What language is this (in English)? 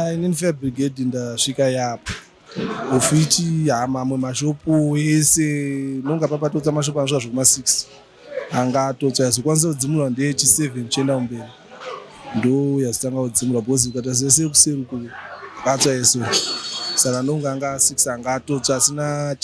Shona